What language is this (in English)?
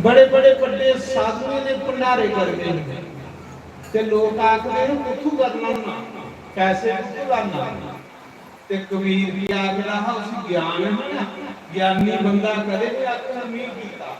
Dogri